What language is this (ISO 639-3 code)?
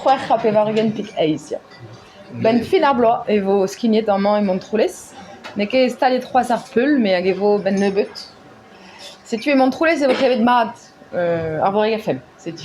bre